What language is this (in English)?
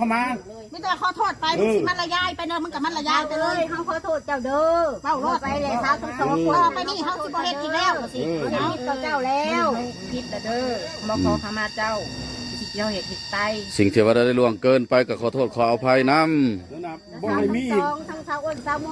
Northeastern Thai